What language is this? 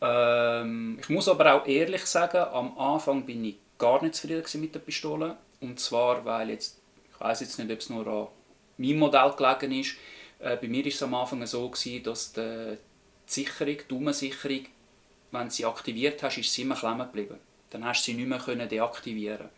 Swiss German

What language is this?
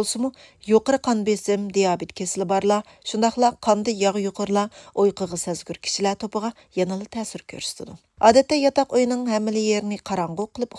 Uyghur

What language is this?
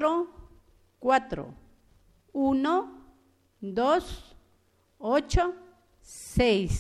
Chimborazo Highland Quichua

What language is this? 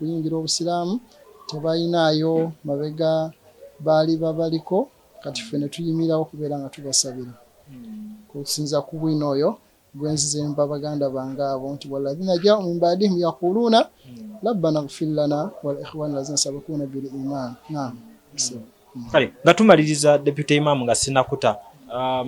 Ganda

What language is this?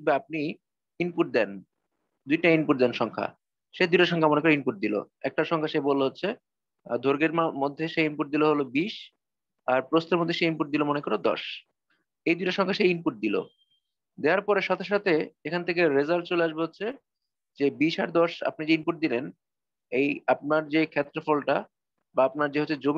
Bangla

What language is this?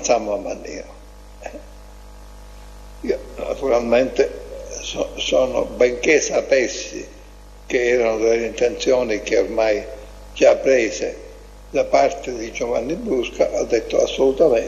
Italian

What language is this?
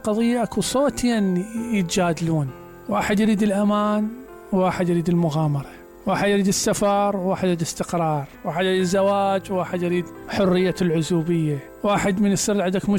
Mesopotamian Arabic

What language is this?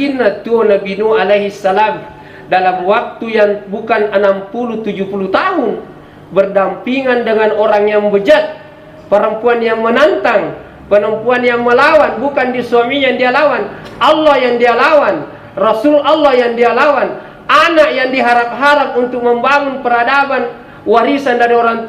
Buginese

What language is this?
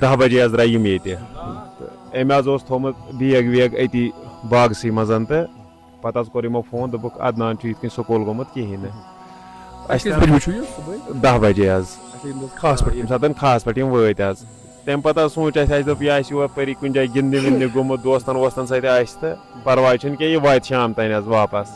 Kashmiri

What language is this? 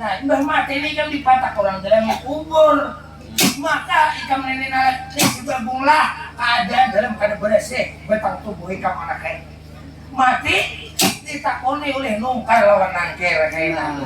Banjar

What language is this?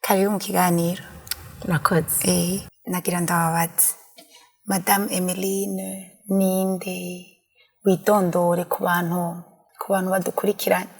Rundi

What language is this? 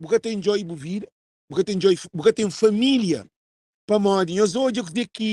Kabuverdianu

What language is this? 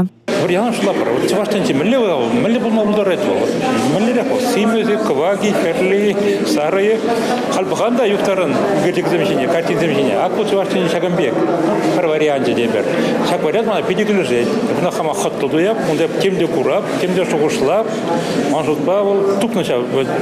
Chuvash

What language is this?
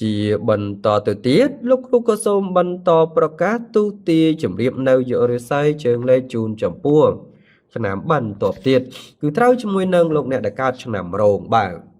Khmer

